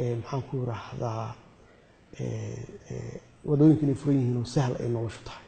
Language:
Somali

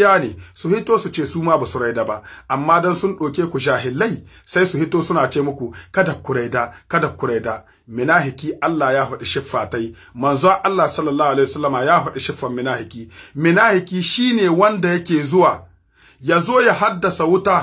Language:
Hausa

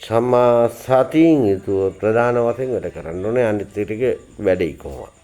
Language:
Sinhala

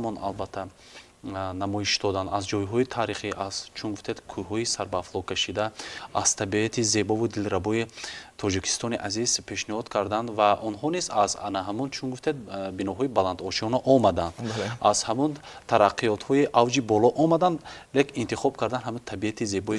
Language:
Tajik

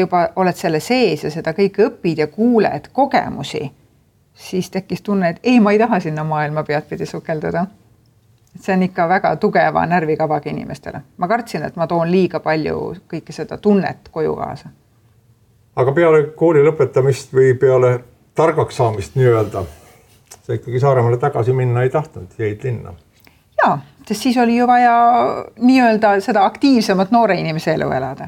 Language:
Estonian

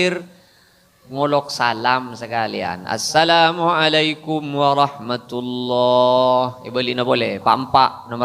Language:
Madurese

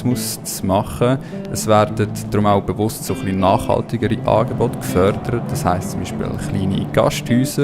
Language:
Swiss German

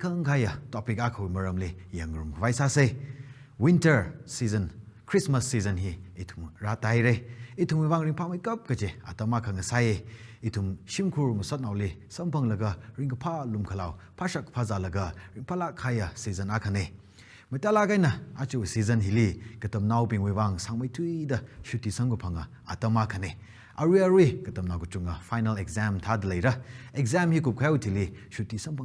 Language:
Tangkhul Naga (India)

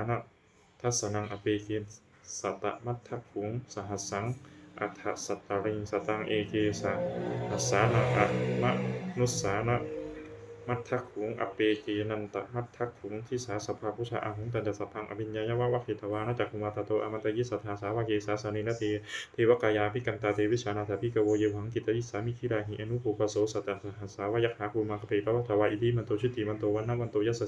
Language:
Pali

